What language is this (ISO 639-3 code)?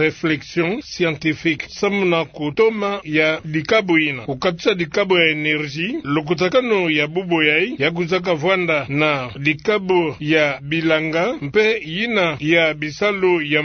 ktu